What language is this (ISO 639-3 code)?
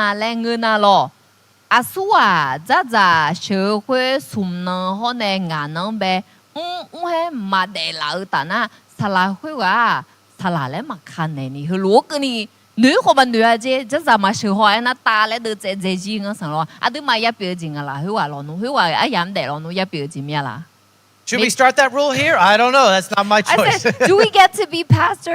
ahk